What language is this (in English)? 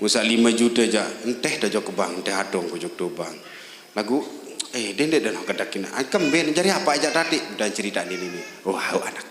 Sasak